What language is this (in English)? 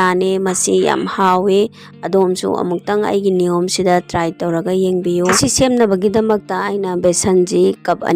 Manipuri